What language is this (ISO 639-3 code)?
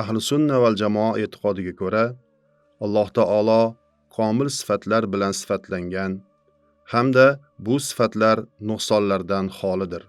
uzb